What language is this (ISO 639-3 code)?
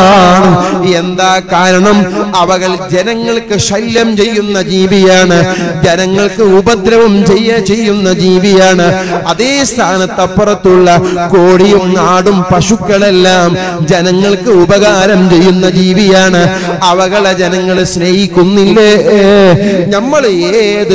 mal